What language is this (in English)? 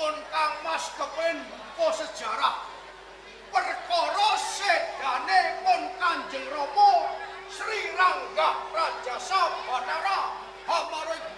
Javanese